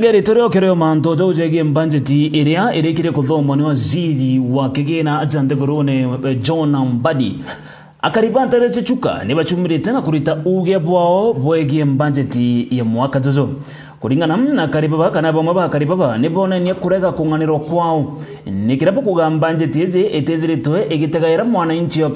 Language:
Meru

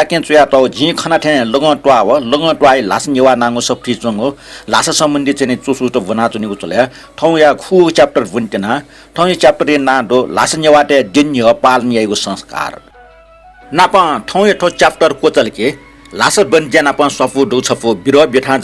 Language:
Newari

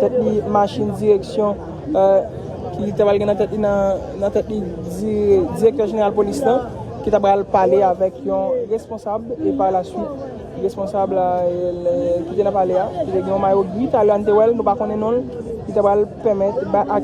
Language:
Haitian Creole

